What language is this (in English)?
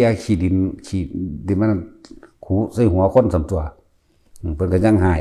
Northeastern Thai